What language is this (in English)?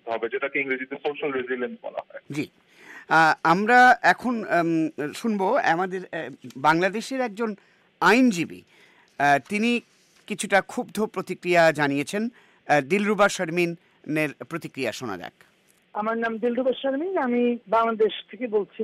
Bangla